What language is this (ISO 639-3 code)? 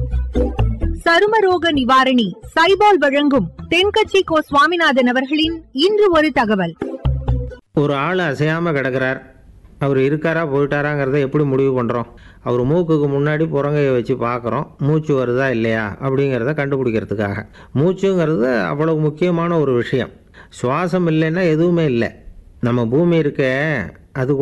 tam